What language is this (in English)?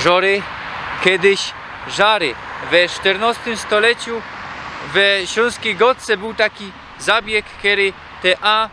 Silesian